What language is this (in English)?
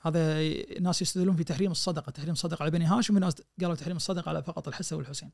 Najdi Arabic